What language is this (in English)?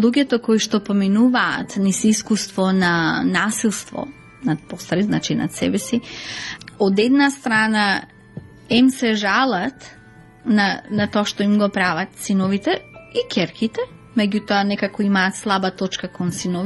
Macedonian